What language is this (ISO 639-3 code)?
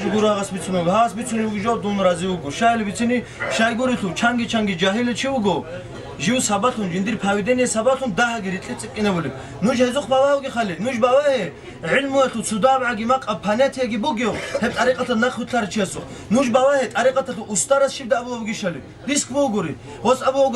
ava